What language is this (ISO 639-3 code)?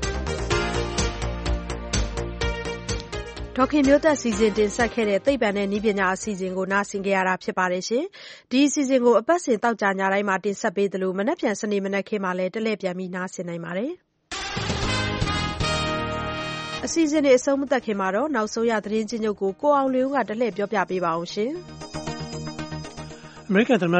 mya